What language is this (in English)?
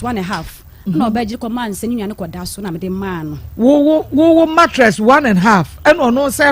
Akan